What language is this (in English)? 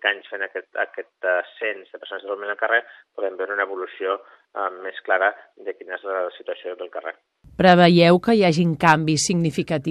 Catalan